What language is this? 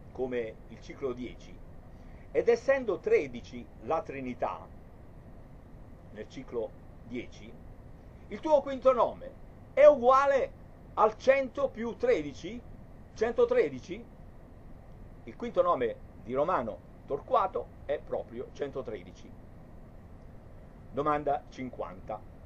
Italian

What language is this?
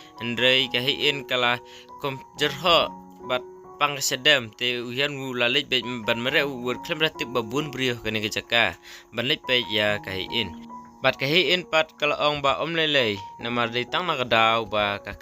Khasi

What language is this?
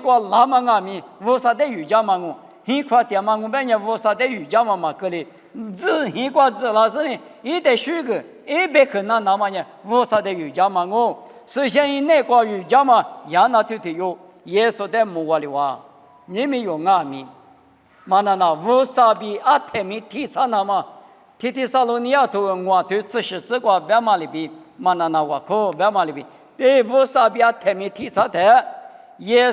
Lisu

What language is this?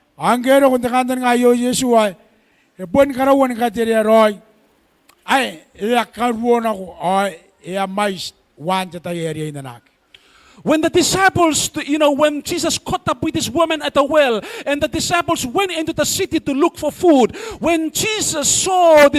Gilbertese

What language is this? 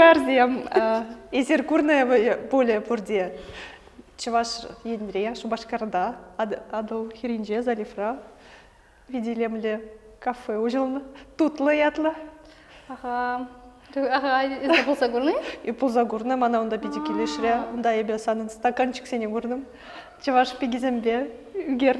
Chuvash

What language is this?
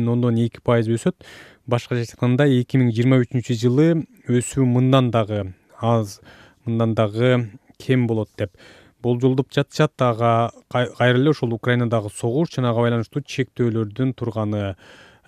Kyrgyz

